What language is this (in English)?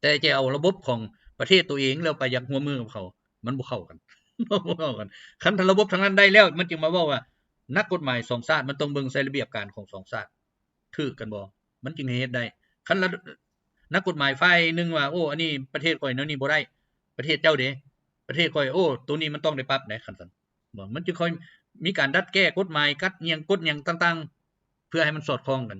Lao